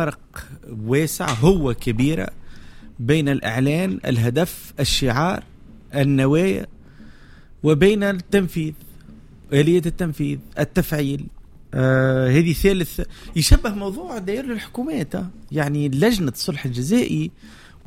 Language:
Tunisian Arabic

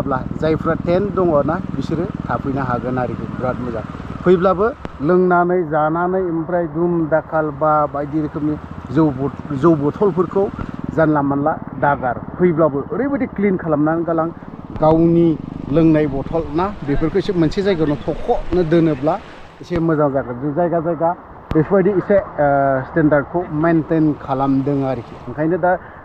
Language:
Bodo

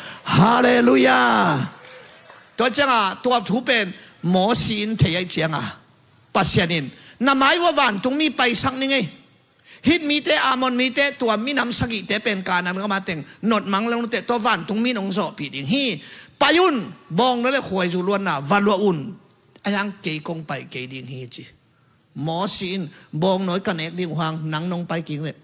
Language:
Tedim Chin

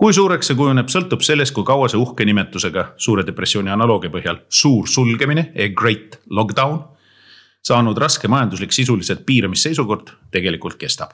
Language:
Estonian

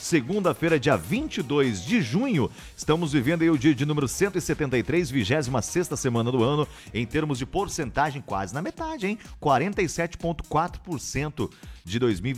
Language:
Portuguese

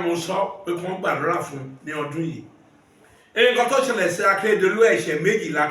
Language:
Yoruba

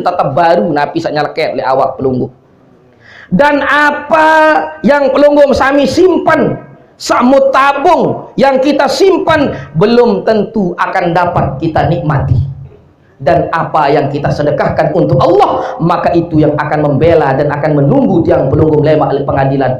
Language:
Sasak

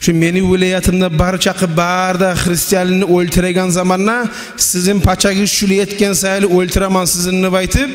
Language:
Kumyk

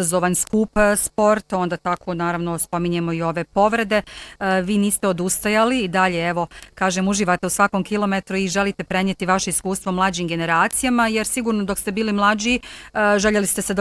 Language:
Bosnian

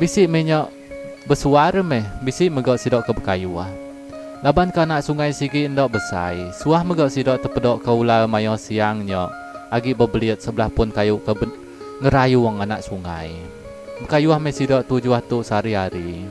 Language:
Iban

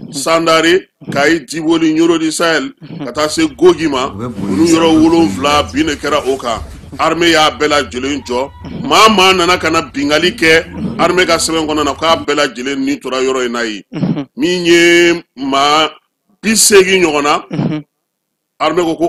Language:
Bambara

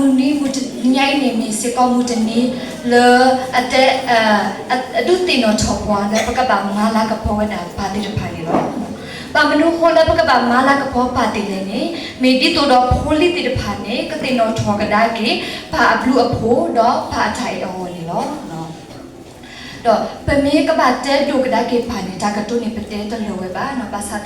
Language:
S'gaw Karen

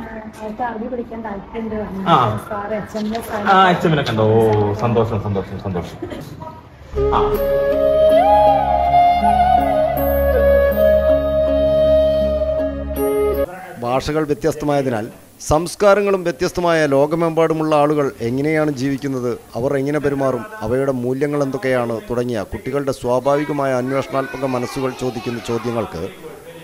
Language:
Malayalam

